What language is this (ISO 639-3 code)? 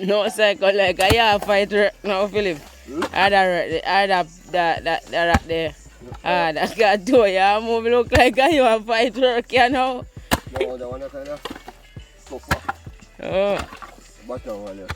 jam